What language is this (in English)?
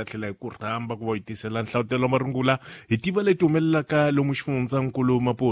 Tsonga